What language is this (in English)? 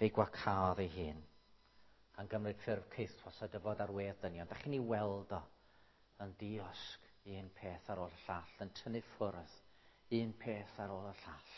Welsh